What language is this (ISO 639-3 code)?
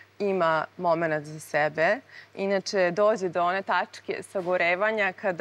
srp